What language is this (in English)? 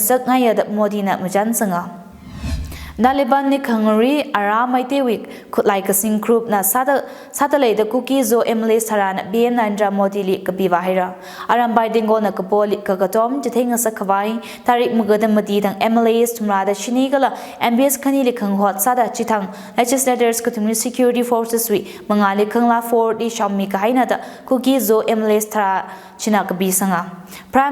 Tangkhul Naga (India)